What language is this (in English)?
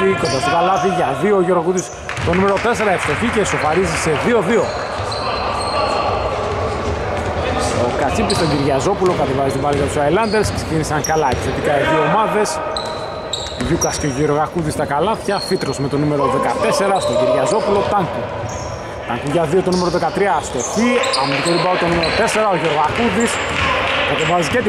Greek